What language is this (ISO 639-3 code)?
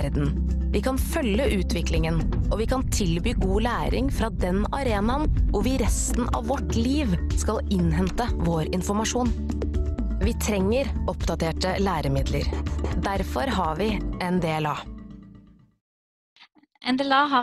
nor